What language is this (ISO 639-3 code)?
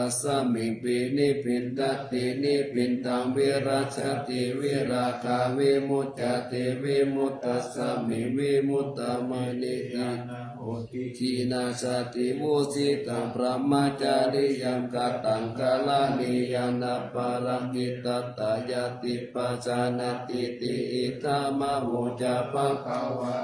pli